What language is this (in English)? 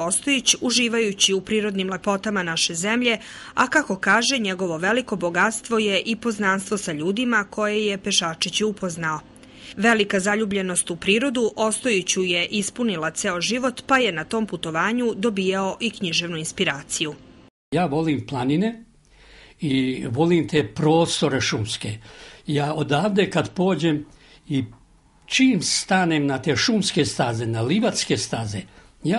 Serbian